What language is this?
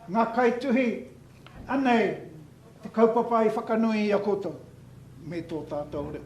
Māori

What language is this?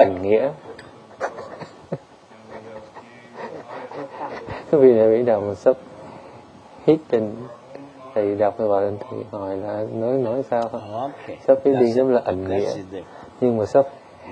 Vietnamese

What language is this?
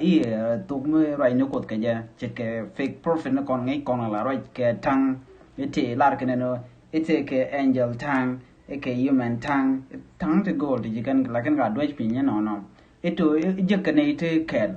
Nuer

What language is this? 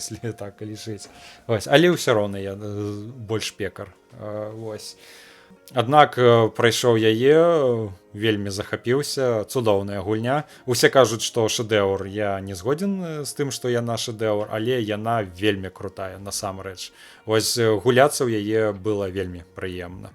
Belarusian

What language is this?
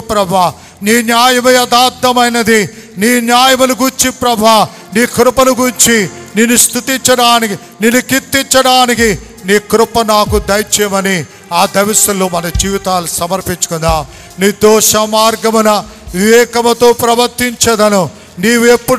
Telugu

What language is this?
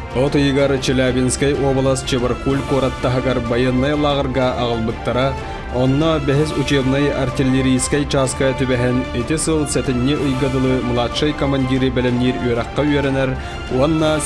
Yakut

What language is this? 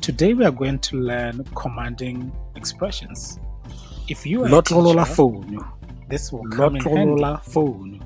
Tswana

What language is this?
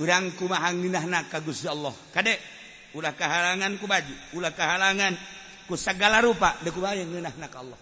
Sundanese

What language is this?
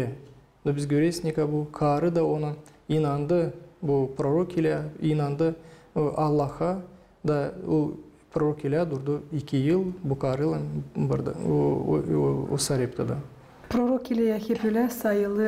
Gagauz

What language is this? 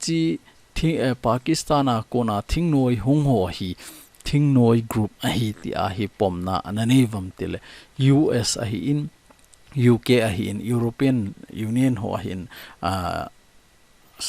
Thado Chin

